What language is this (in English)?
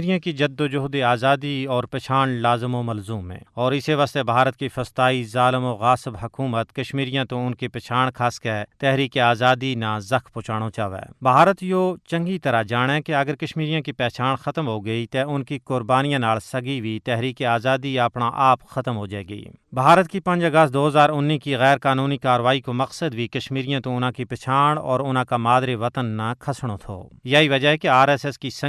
Gujari